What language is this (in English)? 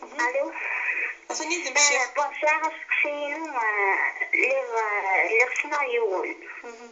Kabyle